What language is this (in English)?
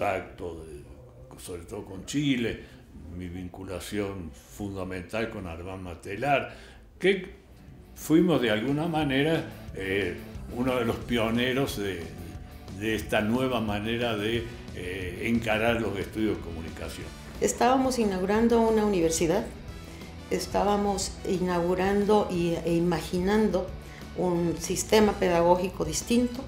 Spanish